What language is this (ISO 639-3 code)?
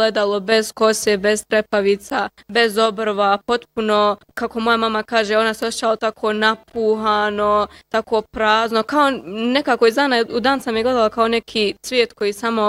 bos